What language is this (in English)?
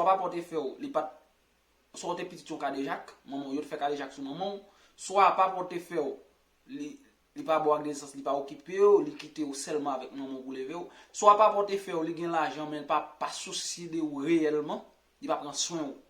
Haitian Creole